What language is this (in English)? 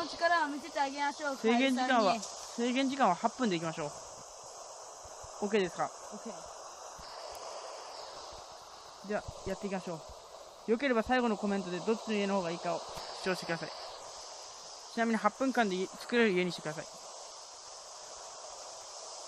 Japanese